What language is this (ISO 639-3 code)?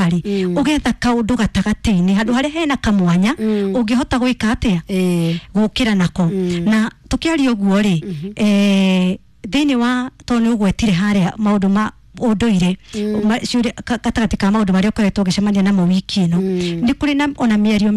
kik